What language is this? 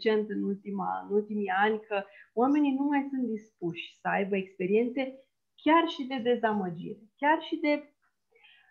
Romanian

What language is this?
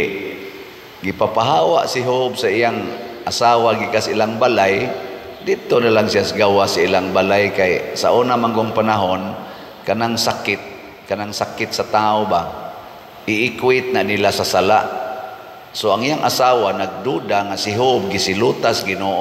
Cebuano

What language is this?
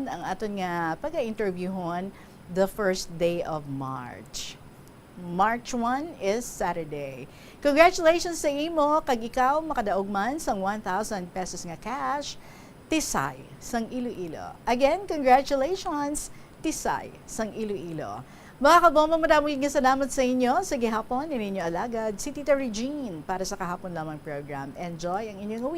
Hiligaynon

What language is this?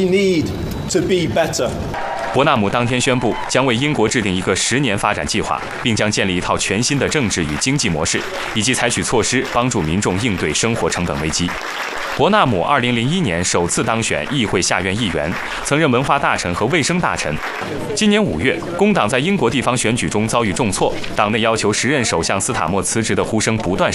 Chinese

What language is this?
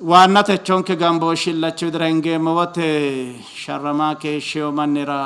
Sidamo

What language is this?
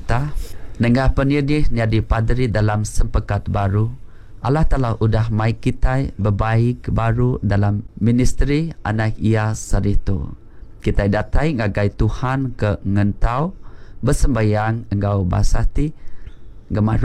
Iban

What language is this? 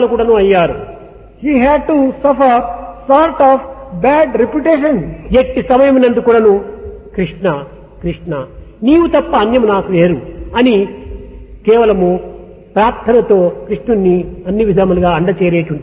Telugu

